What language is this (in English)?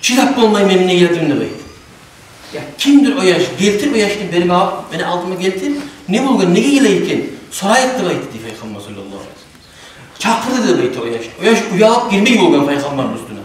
Kumyk